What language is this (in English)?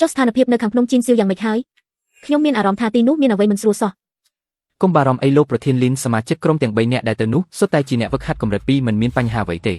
Khmer